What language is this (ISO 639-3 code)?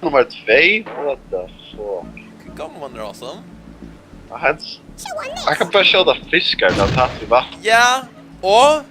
fao